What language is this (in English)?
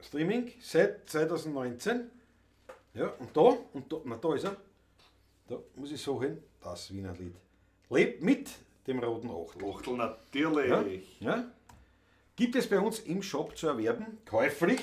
Bavarian